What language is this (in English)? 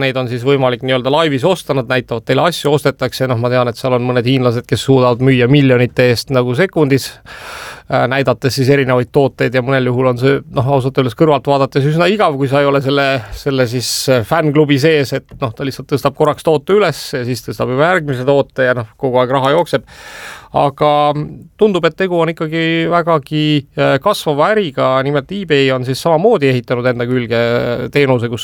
Estonian